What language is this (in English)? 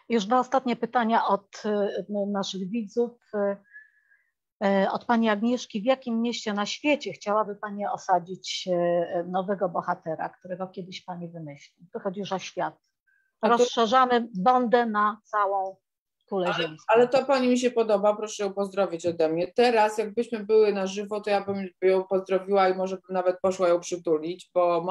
Polish